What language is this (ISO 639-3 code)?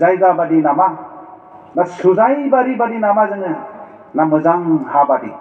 brx